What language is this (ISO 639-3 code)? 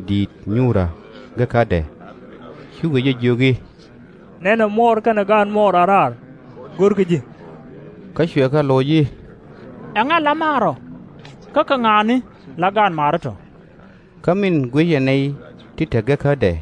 nus